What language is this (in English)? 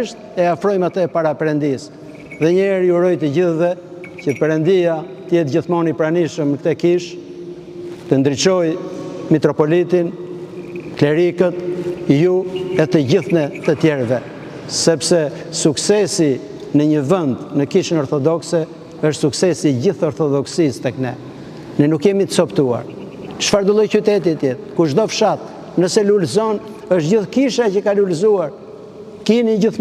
Albanian